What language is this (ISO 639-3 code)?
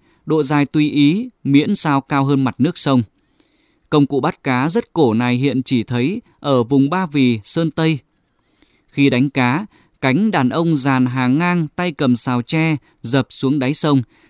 vie